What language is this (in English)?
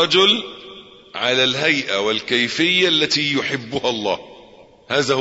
Arabic